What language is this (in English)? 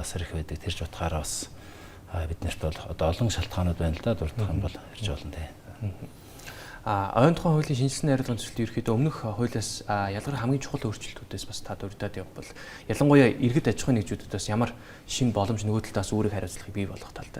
Mongolian